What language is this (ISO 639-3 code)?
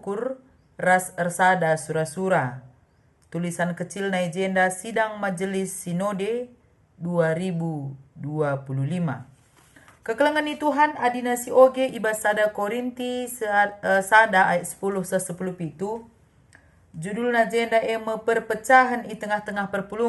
btx